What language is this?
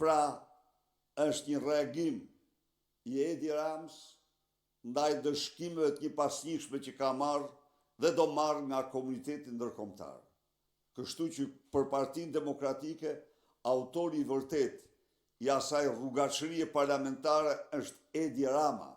Albanian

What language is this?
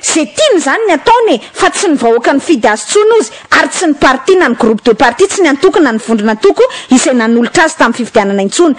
Malagasy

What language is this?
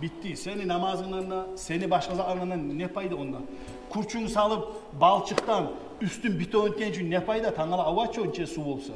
Kumyk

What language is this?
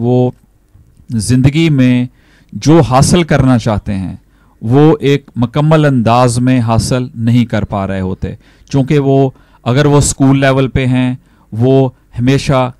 Urdu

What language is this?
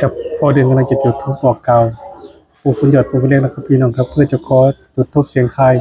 Northeastern Thai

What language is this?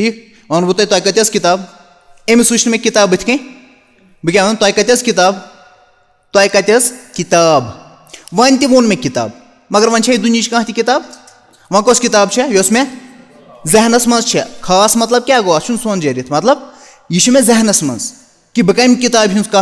Kashmiri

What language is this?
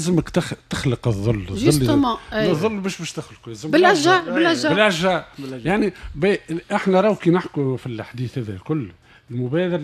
Tunisian Arabic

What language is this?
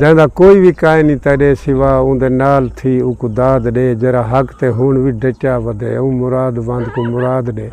Saraiki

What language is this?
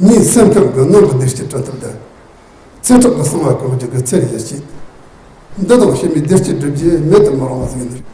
Tibetan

